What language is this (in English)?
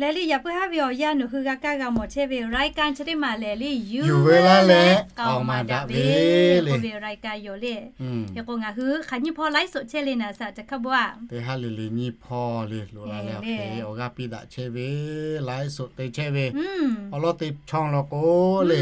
Lahu